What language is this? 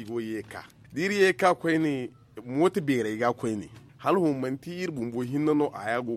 Zarma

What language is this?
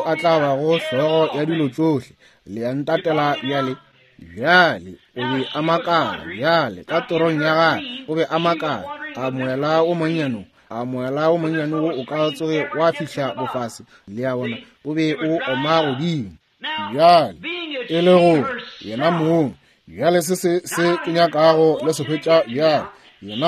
Northern Sotho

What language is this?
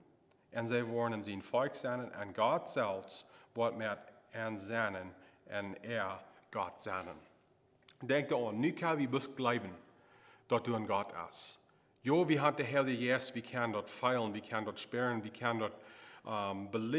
Plautdietsch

